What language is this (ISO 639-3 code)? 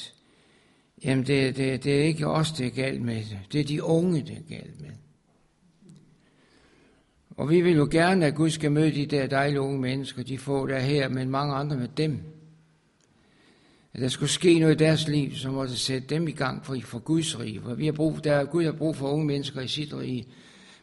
dan